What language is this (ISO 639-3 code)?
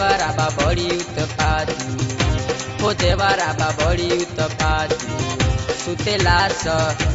bho